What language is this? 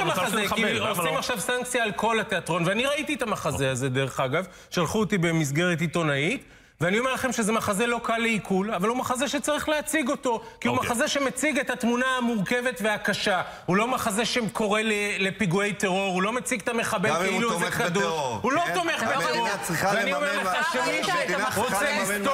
Hebrew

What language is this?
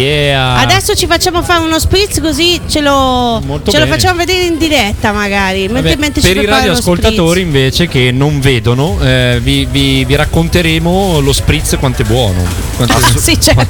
Italian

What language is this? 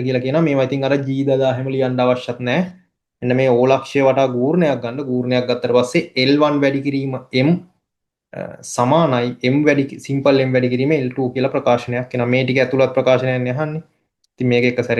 Sinhala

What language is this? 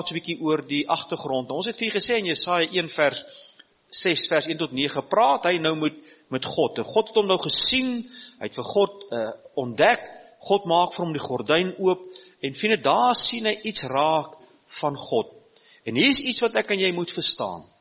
Afrikaans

